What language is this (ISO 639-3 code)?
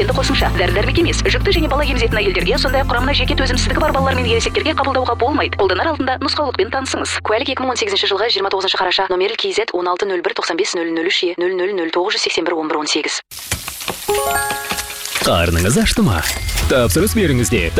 kaz